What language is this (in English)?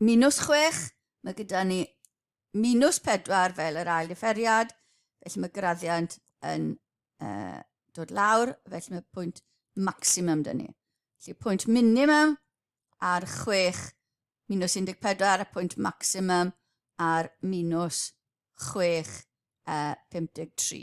Welsh